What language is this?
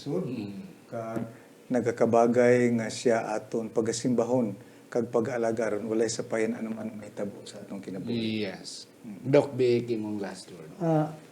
Hiligaynon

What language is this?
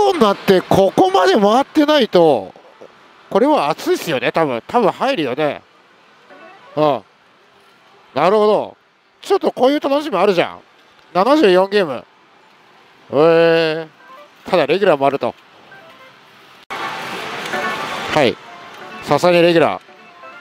Japanese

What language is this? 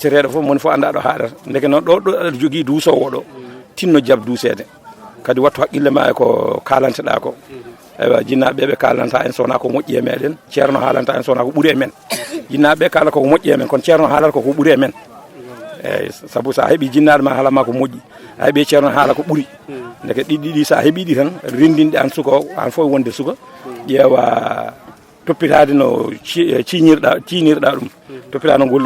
Fula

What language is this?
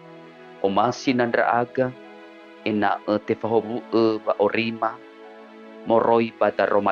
Nias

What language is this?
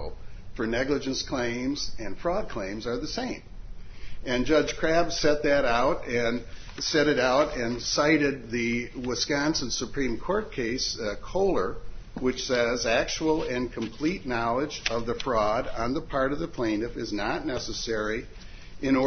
English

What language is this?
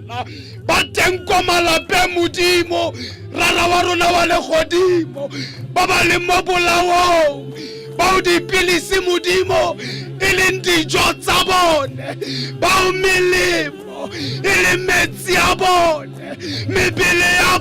Tswana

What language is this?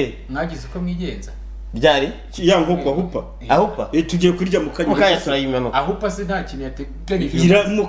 Kinyarwanda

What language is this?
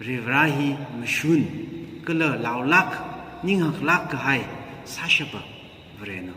Tangkhul Naga (India)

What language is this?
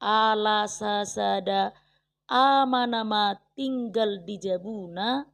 Batak Toba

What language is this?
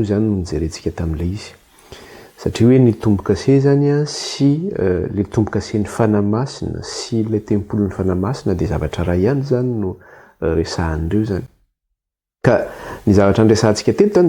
Malagasy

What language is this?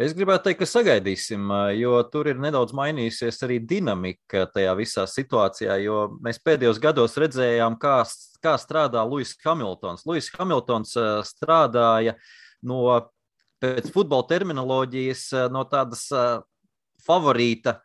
Latvian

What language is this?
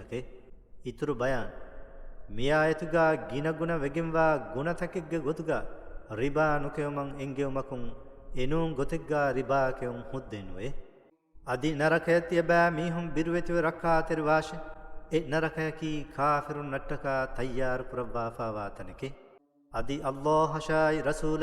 Divehi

